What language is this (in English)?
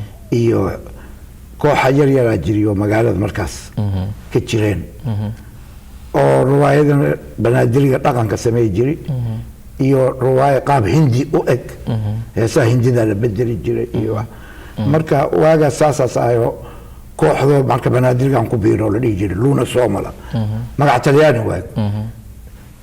Somali